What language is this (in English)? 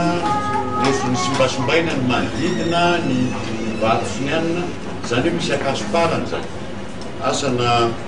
Malagasy